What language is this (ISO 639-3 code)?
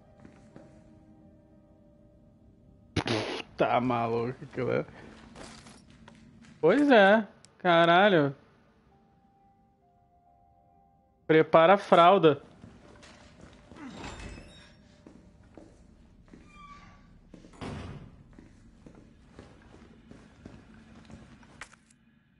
por